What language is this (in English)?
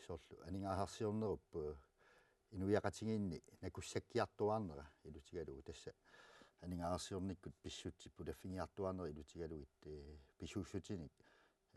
Kalaallisut